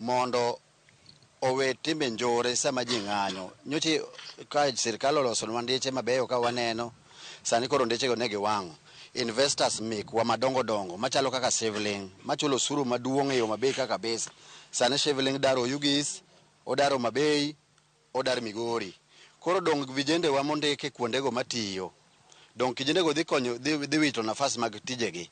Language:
Luo (Kenya and Tanzania)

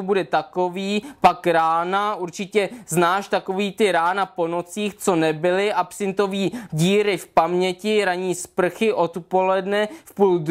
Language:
Czech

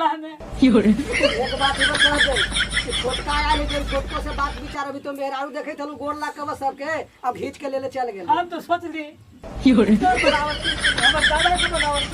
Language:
Magahi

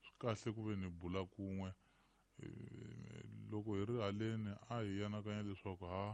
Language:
Tsonga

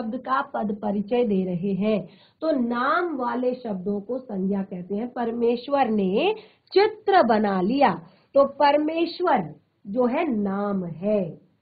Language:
Hindi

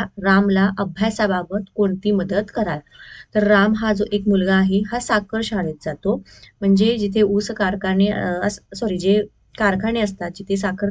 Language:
Marathi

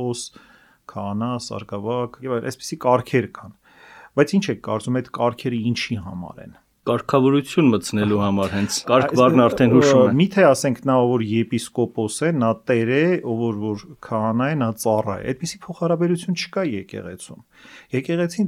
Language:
Armenian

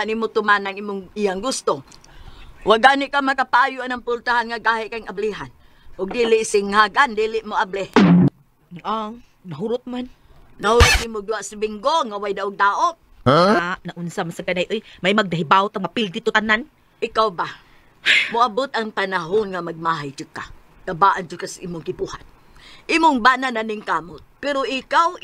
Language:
Cebuano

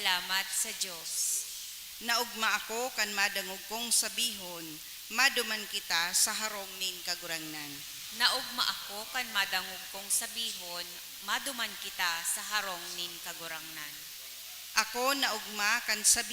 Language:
Bikol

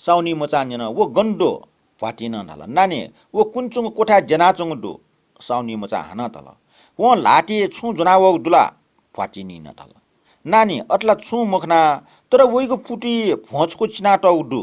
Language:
Newari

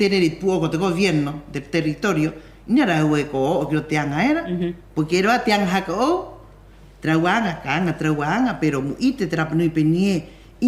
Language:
Rapanui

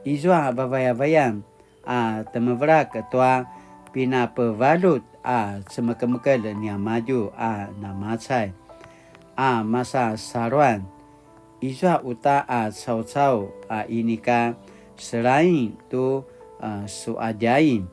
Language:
Paiwan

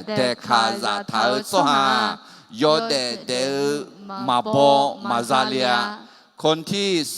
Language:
Akha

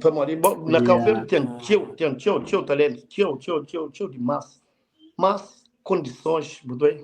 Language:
Kabuverdianu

